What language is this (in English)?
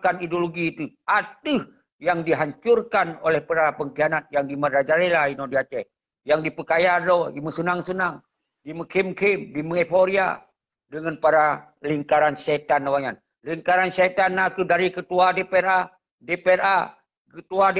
Achinese